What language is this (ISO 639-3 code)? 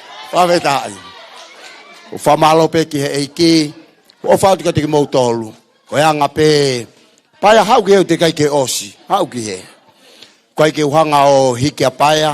ton